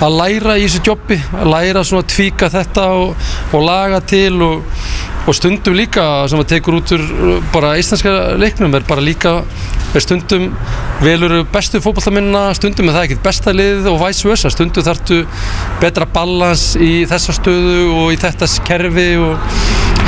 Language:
Icelandic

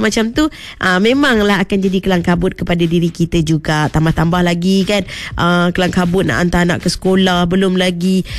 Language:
Malay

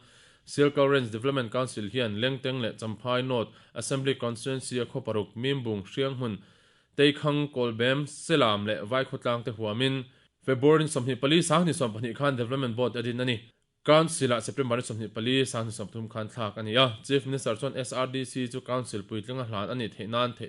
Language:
Mizo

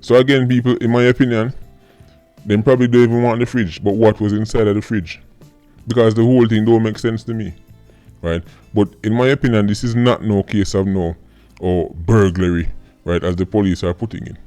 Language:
Jamaican Creole English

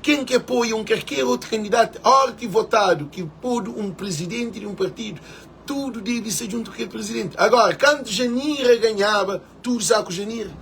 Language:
Kabuverdianu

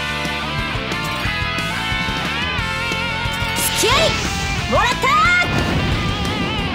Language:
Japanese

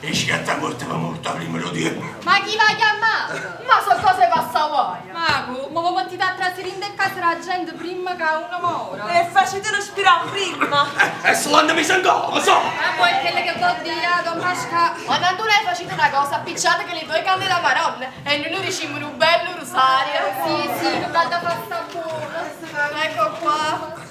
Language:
Neapolitan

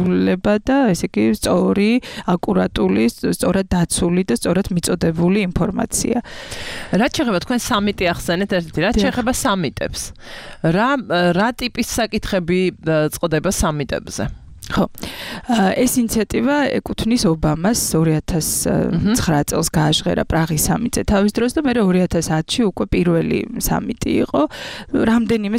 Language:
Georgian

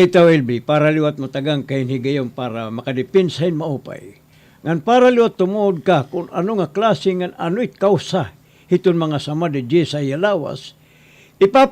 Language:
Waray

